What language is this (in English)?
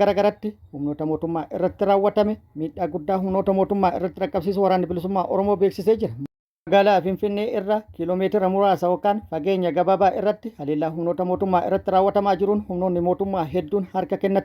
Oromo